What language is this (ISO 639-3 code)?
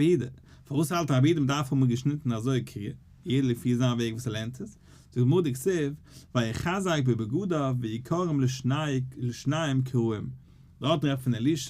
yid